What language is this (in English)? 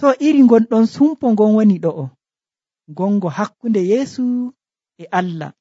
Nigerian Fulfulde